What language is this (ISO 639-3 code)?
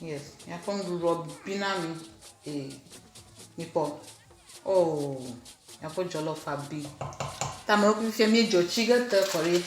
ewe